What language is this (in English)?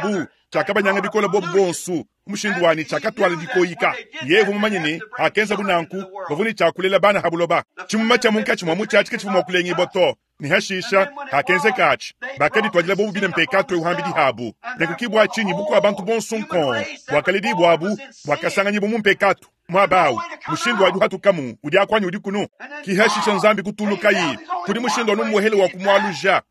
Luba-Lulua